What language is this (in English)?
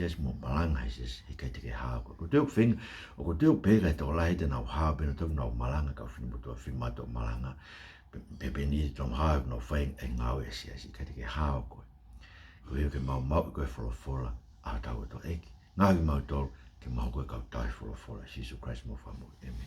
Tongan